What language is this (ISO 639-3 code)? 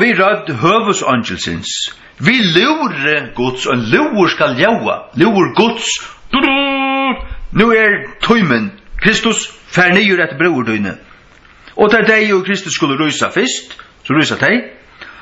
fao